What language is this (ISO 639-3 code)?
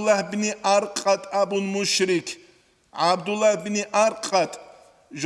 ava